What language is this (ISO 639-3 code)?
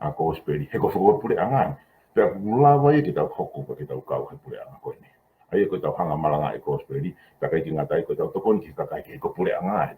ton